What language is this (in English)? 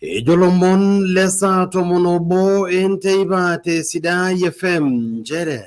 Masai